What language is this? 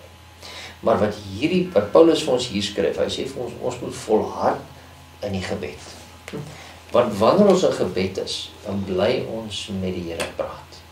Afrikaans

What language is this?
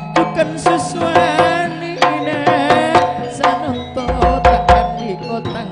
Madurese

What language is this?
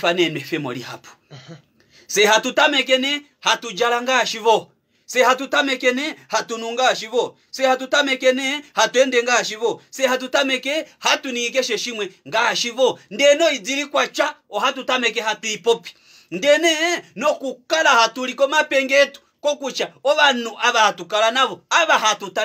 Kuanyama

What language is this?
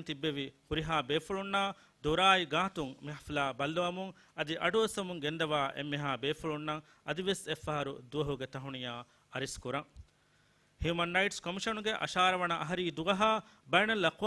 Divehi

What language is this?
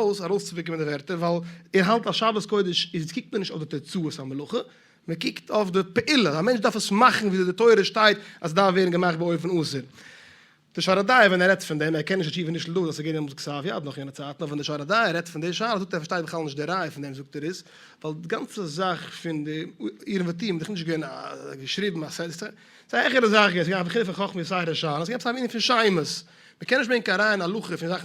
Yiddish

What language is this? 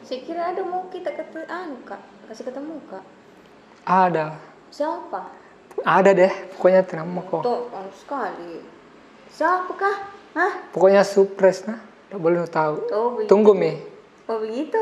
Makassar Malay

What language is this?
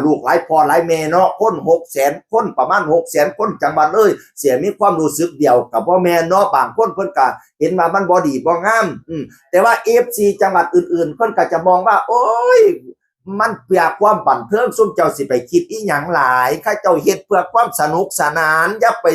Northeastern Thai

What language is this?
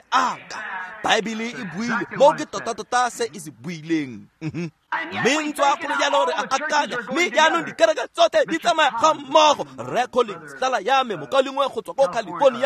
Tswana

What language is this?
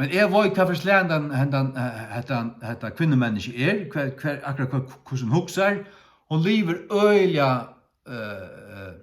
Faroese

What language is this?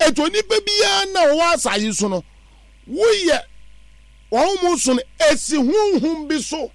Akan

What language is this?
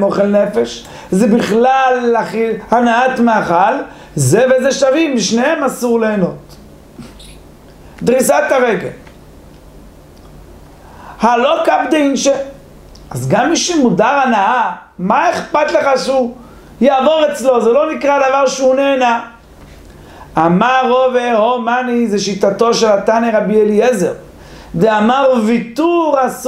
Hebrew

